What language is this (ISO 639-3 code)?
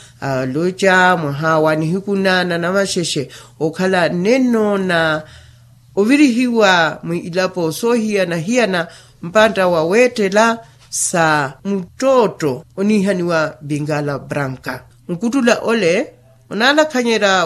vmw